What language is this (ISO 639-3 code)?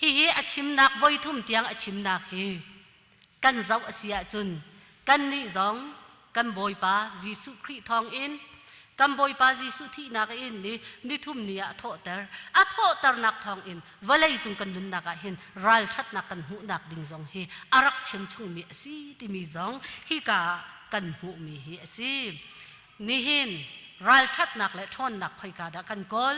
cnh